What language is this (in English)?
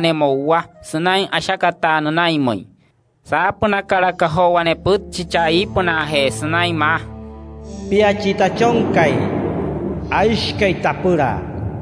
Wayuu